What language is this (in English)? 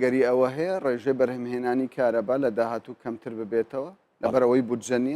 Central Kurdish